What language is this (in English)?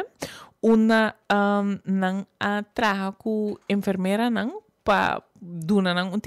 Papiamento